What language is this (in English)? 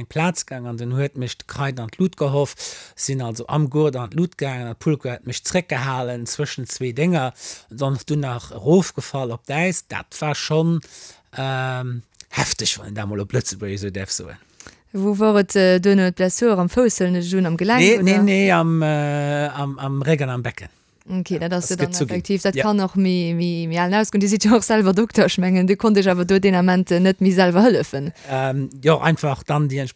Luxembourgish